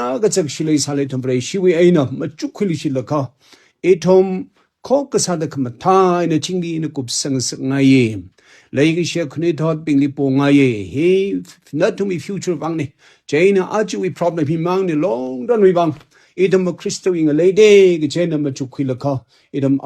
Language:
Tangkhul Naga (India)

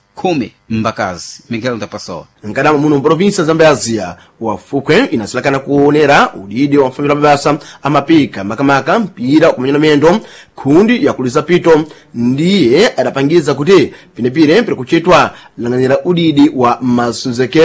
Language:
Sena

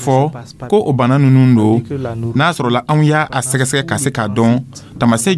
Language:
Dyula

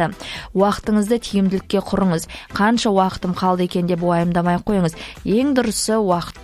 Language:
Kazakh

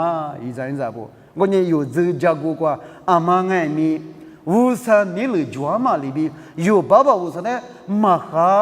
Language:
Lisu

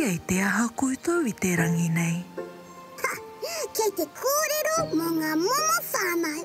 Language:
Māori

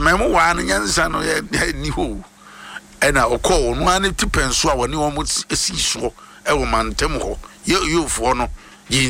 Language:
Akan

